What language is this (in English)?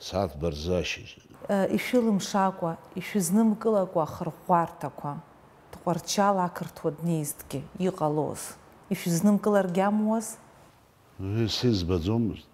Abkhazian